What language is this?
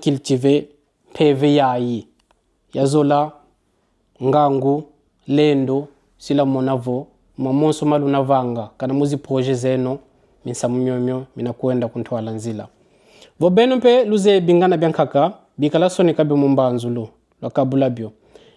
Kongo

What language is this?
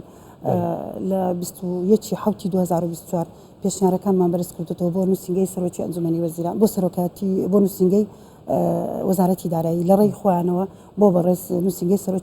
Central Kurdish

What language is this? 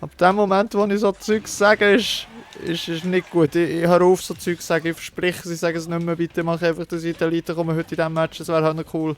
Swiss German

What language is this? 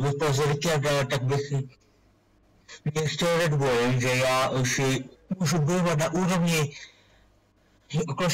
Czech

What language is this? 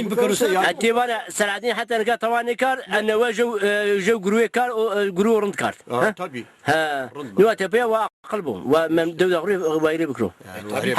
Zaza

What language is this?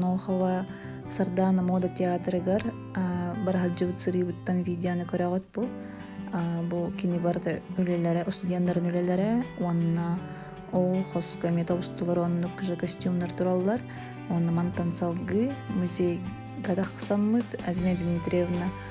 Yakut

